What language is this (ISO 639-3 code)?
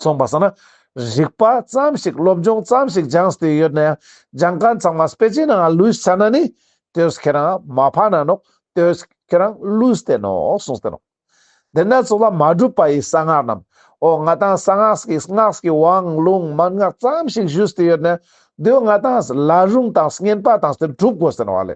lbj